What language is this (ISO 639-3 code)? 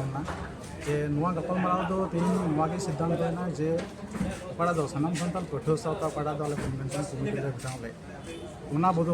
sat